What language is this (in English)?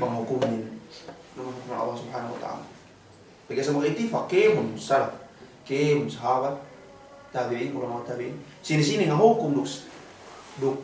Yakan